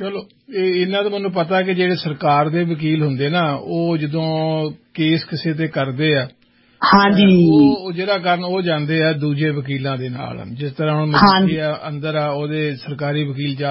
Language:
Punjabi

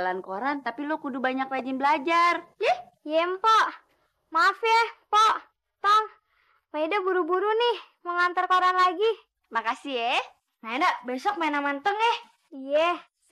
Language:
Betawi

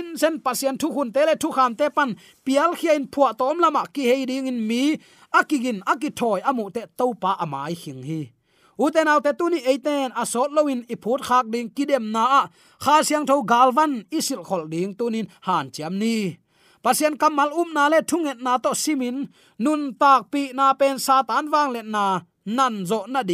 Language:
Tedim Chin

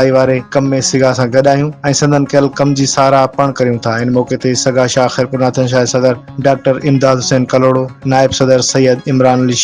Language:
Sindhi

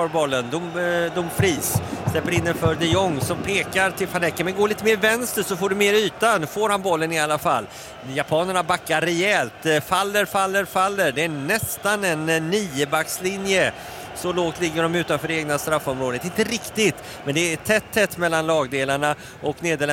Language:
Swedish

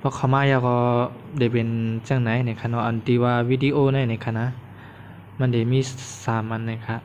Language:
Shan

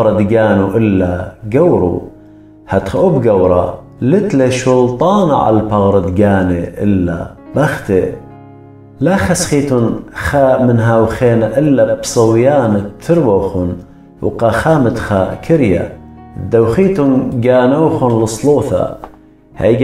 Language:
Assyrian Neo-Aramaic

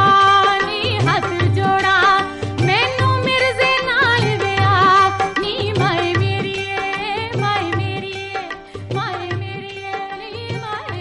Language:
Punjabi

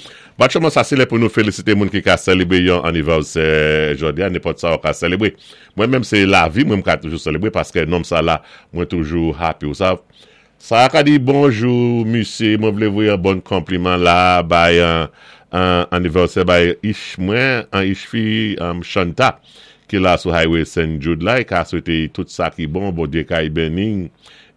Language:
Saint Lucian Creole French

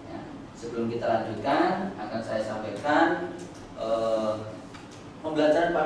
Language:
Indonesian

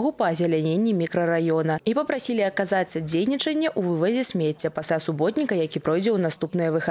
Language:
Belarusian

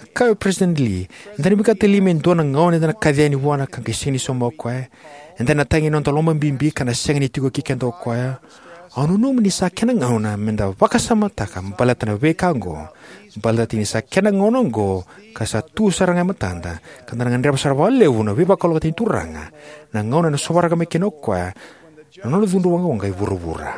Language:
Fijian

